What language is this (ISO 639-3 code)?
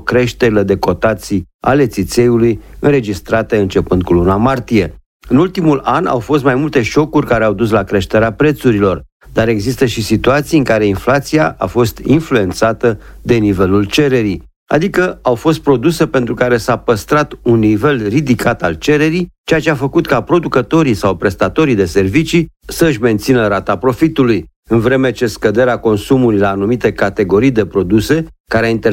ron